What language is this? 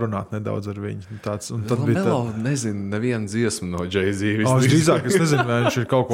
Latvian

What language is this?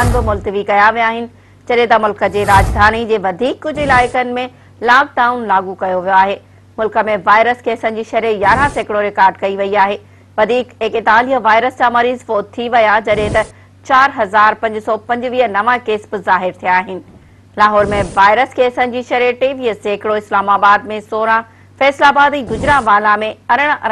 Sindhi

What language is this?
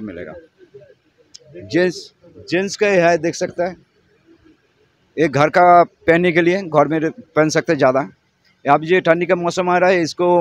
Hindi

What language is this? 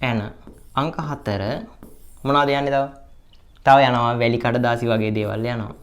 Sinhala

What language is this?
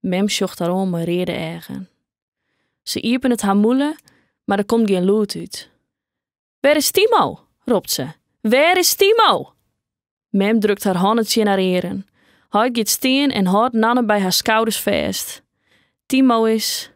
Western Frisian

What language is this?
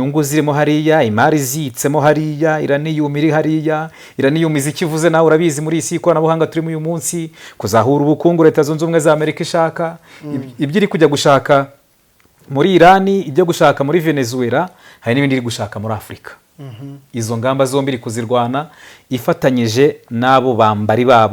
Kinyarwanda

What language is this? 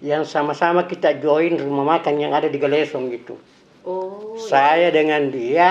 Makassar Malay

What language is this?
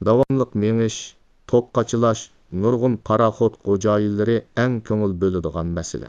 Uyghur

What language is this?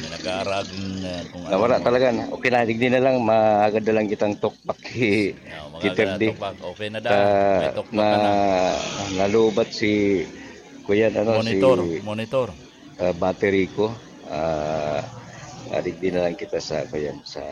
Bikol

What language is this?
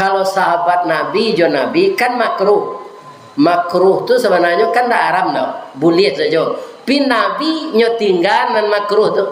Minangkabau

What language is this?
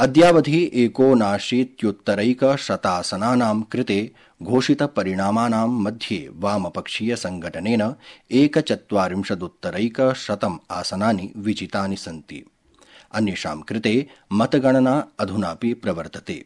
Sanskrit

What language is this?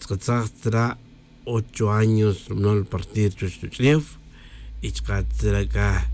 Tz'utujil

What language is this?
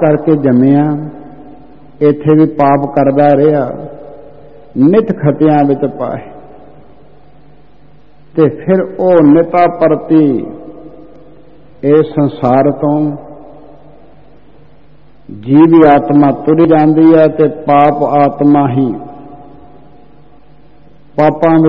Punjabi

